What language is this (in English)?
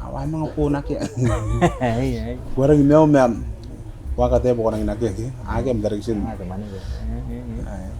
Gilbertese